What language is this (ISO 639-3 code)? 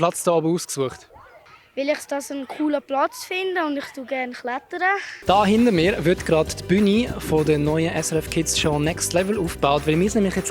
gsw